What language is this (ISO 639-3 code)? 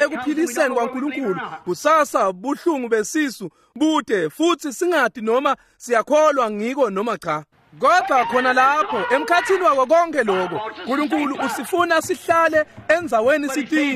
ssw